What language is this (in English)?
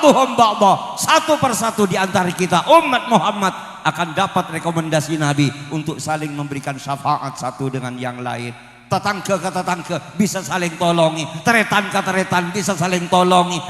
Madurese